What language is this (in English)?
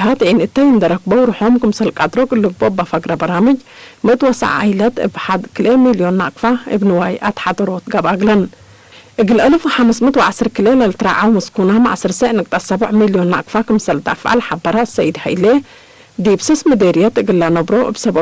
Tigre